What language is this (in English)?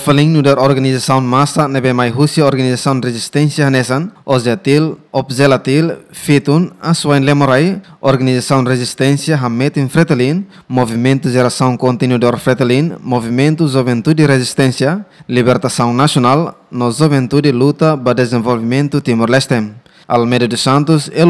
Tetum